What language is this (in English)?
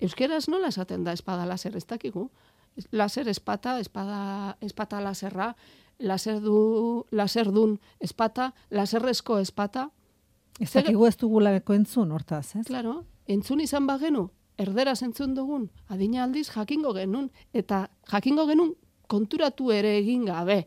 Basque